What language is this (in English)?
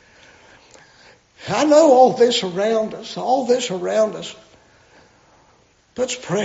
English